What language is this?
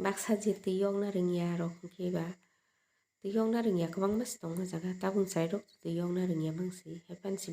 Kok Borok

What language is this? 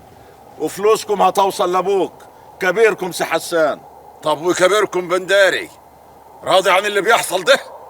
Egyptian Arabic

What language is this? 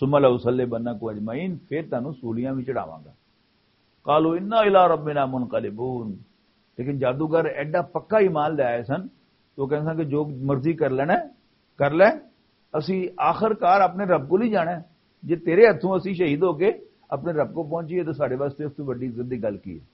Western Panjabi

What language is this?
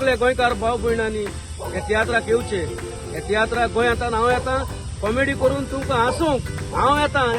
Konkani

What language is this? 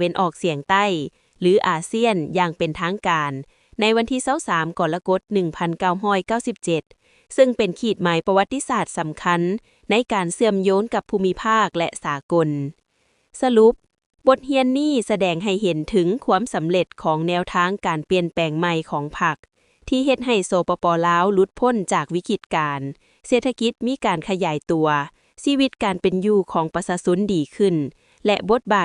Lao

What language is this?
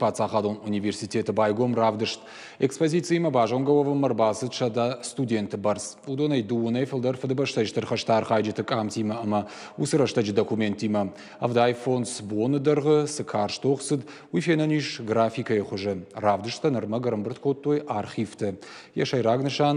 Ossetic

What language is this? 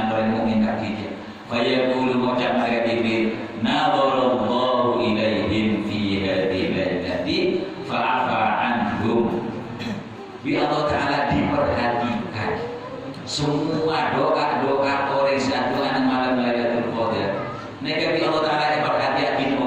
Madurese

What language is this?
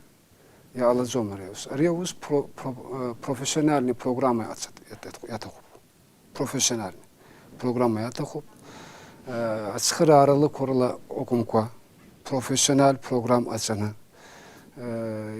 Abkhazian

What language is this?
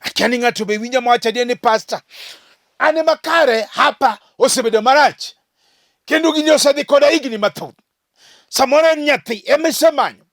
Luo (Kenya and Tanzania)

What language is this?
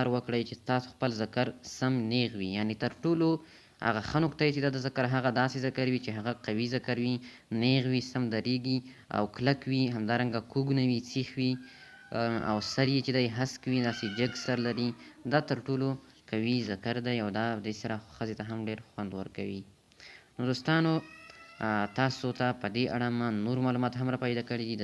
Pashto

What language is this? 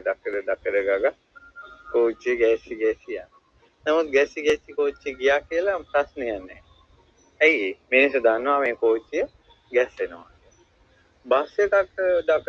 Sinhala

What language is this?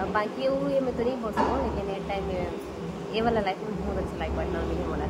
Chhattisgarhi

